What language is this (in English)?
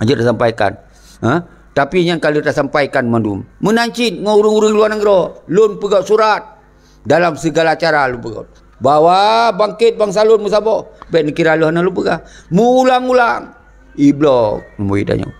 Achinese